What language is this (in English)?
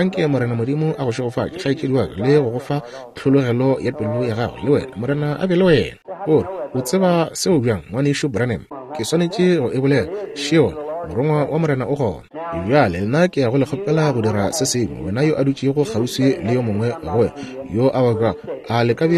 Northern Sotho